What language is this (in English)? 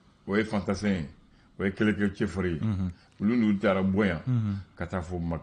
Bambara